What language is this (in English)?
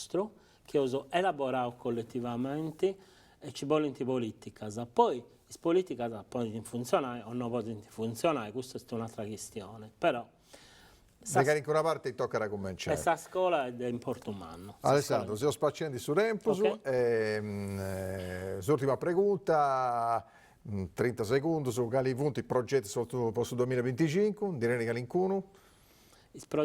Sardinian